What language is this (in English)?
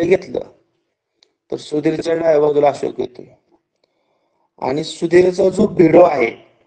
Marathi